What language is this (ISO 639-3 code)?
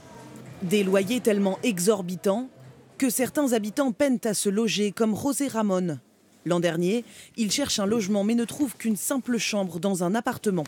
fra